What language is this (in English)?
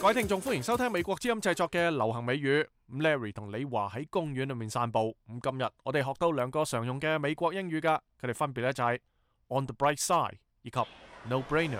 Cantonese